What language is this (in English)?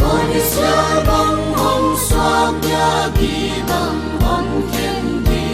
Paite Chin